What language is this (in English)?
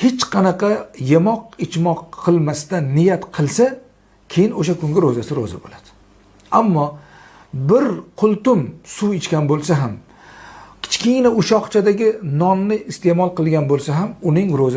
Uzbek